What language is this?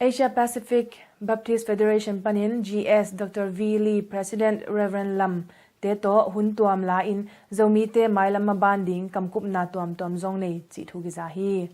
Tedim Chin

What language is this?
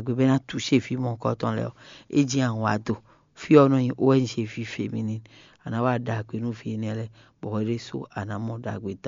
Fon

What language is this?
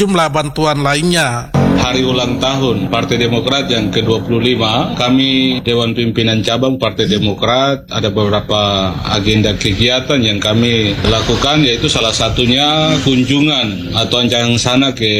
Indonesian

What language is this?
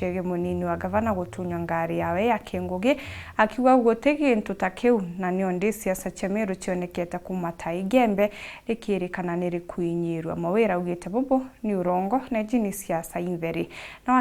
Meru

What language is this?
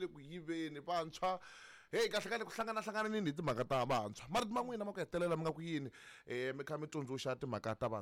Tsonga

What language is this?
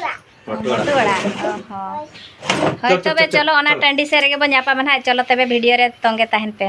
Santali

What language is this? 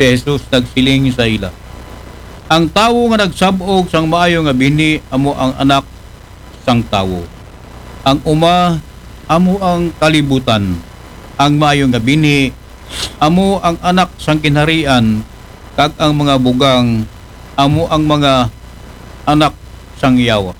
Aklanon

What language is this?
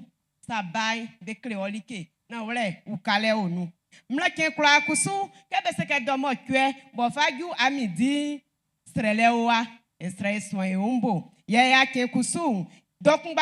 Baoulé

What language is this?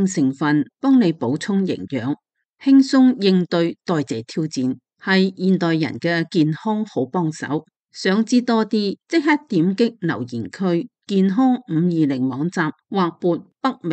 Cantonese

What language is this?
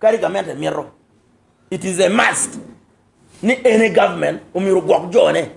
Acoli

